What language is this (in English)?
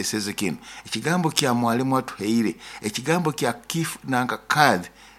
Nyoro